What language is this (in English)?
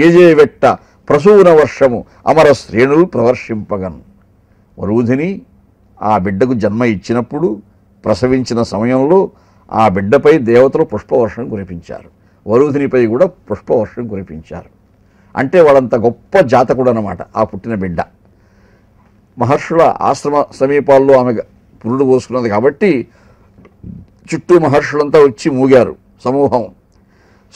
Telugu